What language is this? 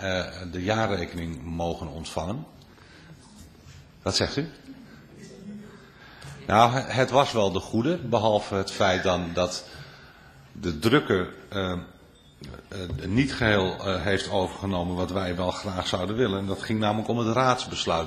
Dutch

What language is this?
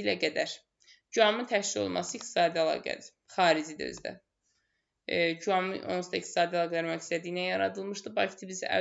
Azerbaijani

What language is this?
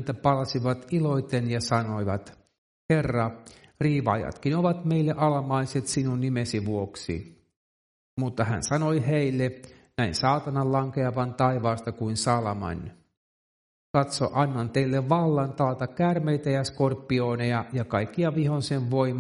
Finnish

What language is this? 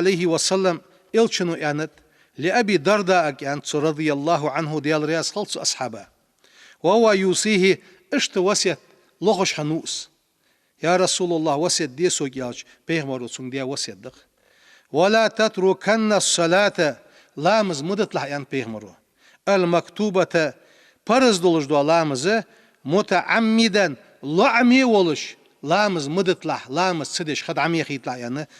Ingush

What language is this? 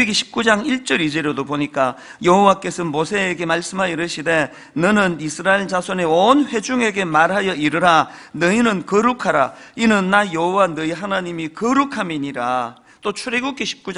Korean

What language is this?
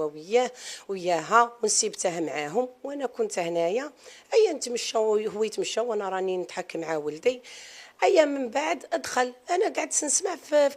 Algerian Arabic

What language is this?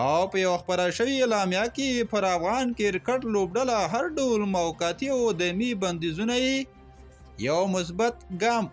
Pashto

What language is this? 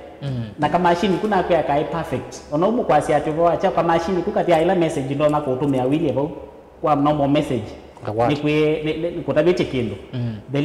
Kamba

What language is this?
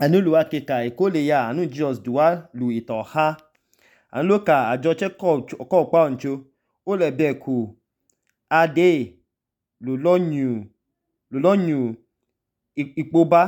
Idoma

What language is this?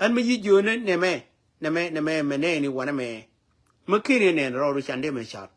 Nuer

